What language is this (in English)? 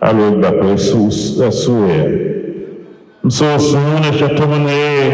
Tiv